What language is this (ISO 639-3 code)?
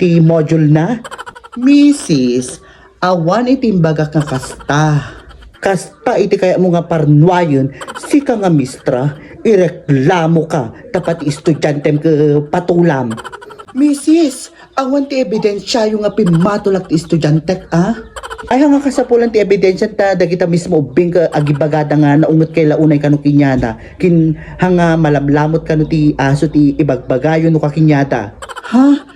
ilo